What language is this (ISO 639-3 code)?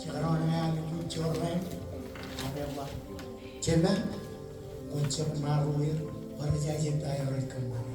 mah